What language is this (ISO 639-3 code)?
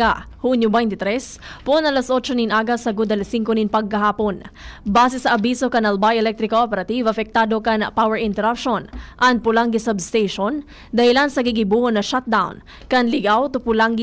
bik